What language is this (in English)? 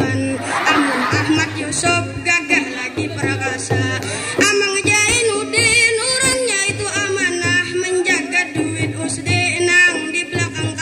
Banjar